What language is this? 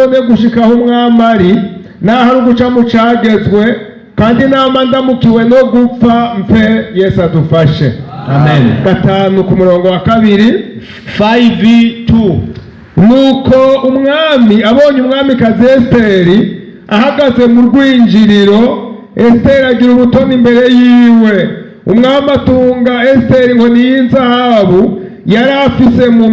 Rundi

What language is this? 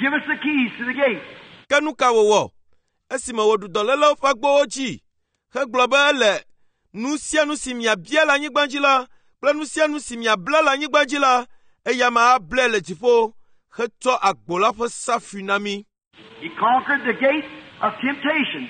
Ewe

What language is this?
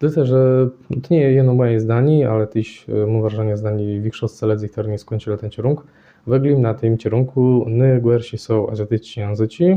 Kashubian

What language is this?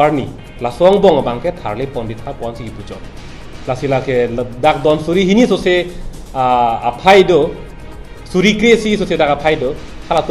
Karbi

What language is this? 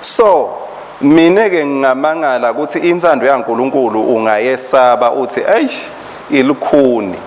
Swati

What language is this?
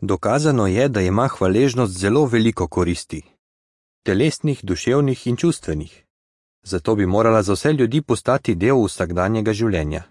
Slovenian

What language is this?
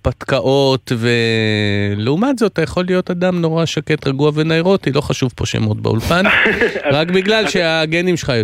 Hebrew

